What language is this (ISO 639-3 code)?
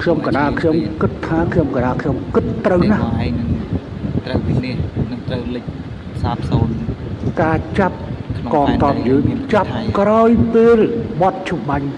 khm